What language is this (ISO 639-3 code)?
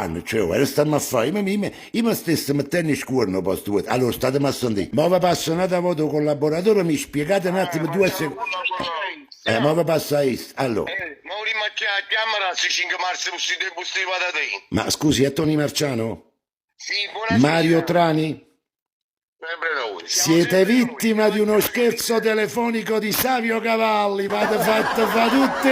nap